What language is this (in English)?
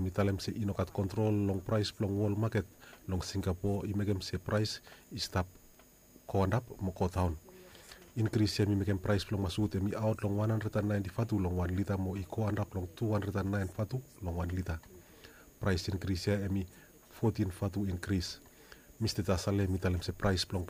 Bislama